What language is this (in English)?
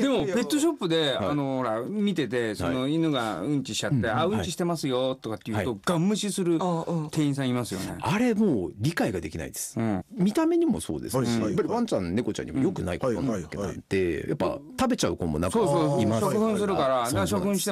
Japanese